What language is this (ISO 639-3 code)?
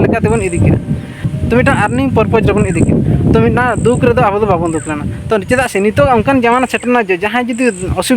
sat